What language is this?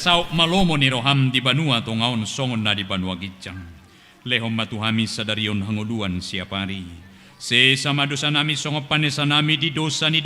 Batak Toba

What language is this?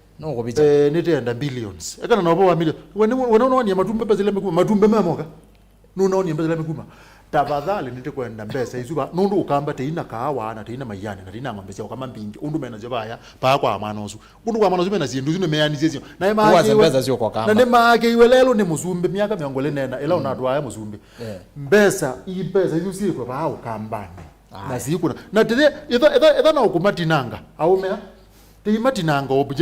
Kamba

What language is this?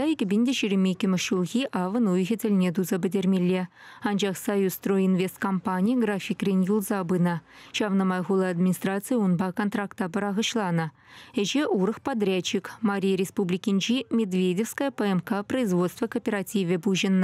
Chuvash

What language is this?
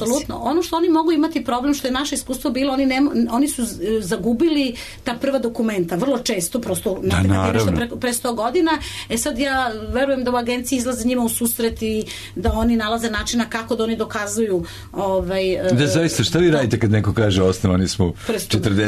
Serbian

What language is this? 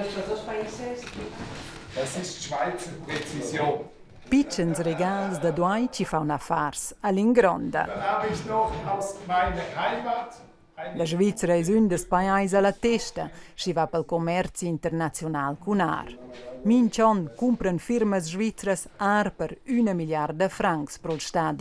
Romansh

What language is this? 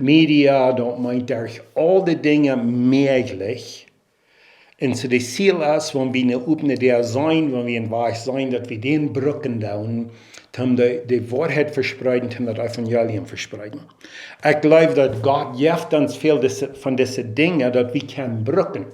Plautdietsch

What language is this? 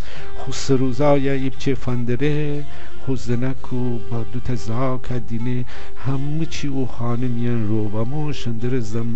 Gilaki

